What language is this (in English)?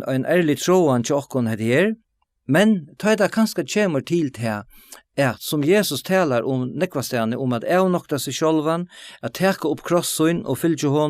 Faroese